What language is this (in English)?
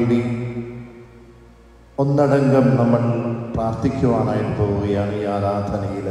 Malayalam